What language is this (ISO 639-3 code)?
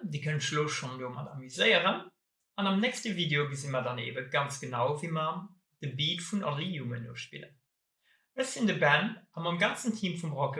ltz